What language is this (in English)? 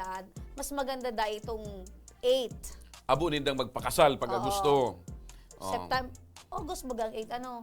Bikol